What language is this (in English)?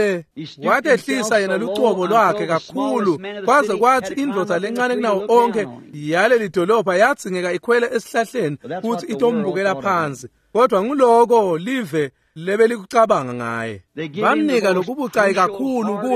Swati